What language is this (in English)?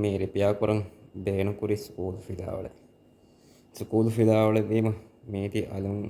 Divehi